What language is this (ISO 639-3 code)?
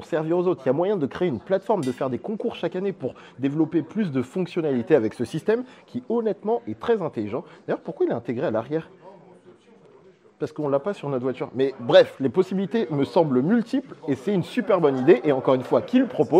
fra